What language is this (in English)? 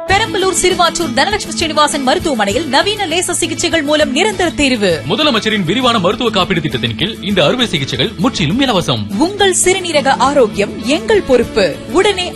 Tamil